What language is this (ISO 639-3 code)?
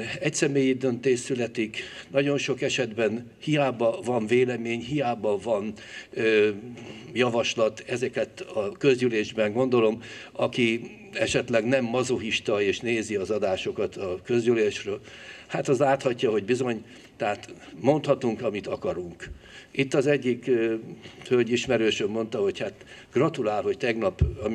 hun